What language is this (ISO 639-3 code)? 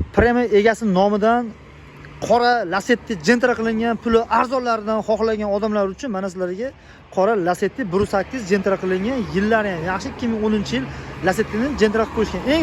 uzb